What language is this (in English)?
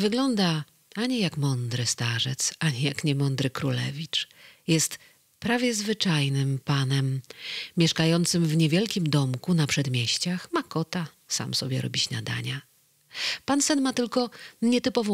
Polish